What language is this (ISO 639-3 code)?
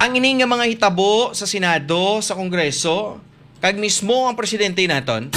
hil